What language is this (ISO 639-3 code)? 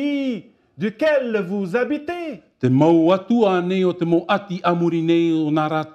tah